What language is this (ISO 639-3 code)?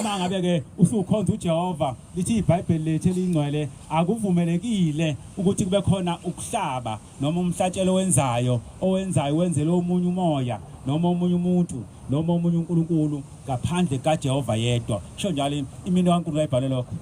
zul